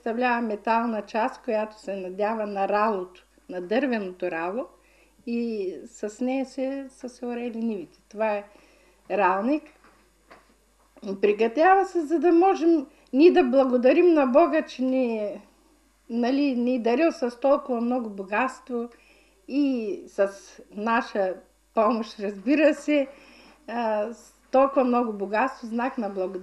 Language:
Bulgarian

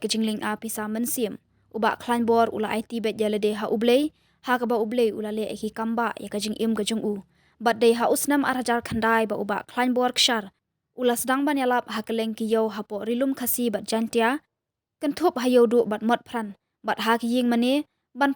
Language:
Khasi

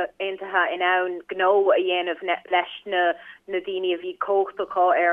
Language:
Irish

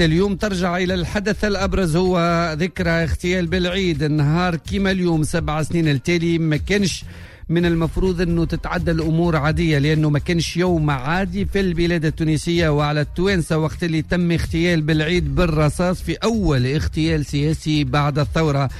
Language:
Tunisian Arabic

